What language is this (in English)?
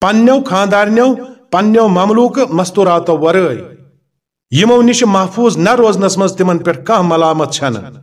Kashmiri